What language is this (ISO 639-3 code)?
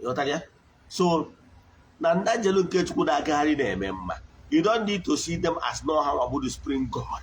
ibo